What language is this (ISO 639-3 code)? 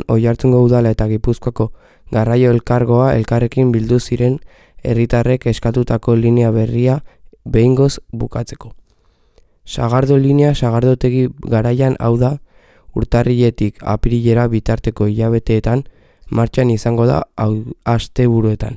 eus